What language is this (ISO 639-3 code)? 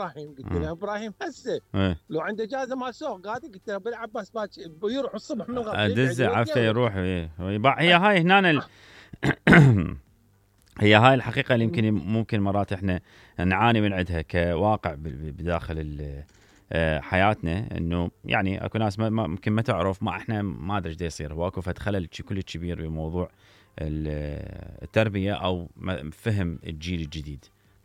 acm